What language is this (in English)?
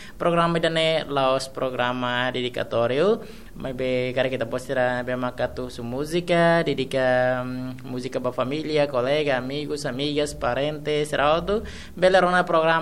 Tetum